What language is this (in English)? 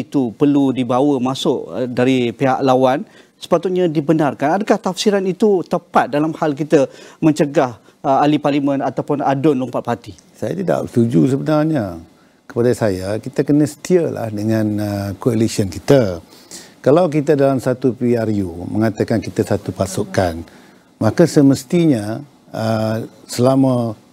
Malay